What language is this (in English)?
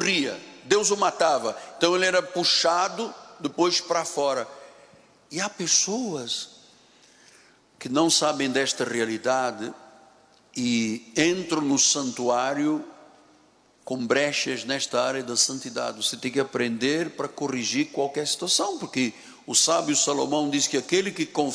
Portuguese